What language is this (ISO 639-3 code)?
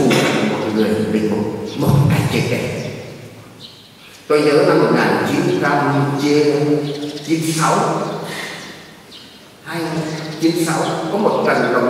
vie